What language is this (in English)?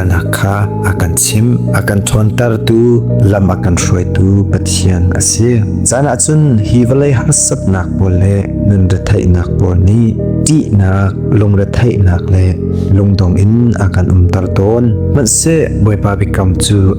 Hakha Chin